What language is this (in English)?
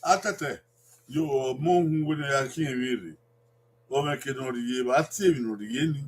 Bini